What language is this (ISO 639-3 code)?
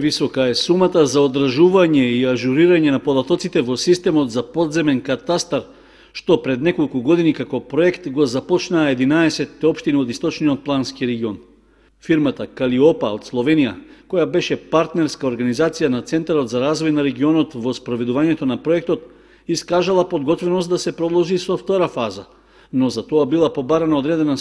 mkd